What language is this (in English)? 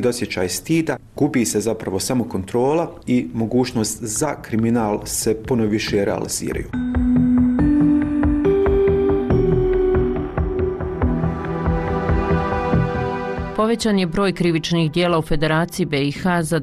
Bosnian